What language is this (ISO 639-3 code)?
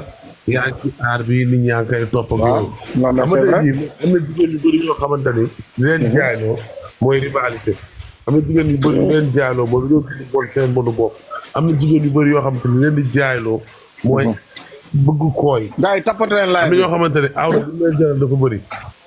wol